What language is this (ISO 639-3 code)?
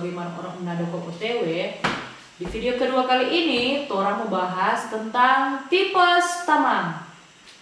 xmm